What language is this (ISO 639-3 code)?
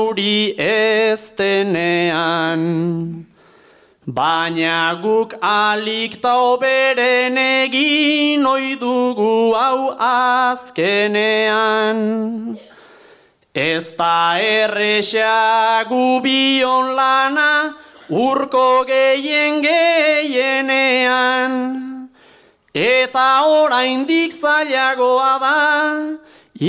eus